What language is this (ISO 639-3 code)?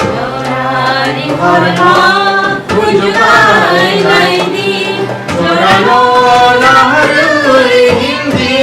trp